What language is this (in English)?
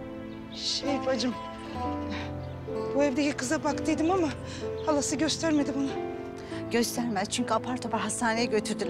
Turkish